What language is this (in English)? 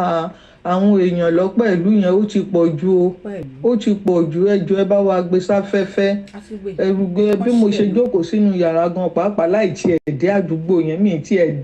Yoruba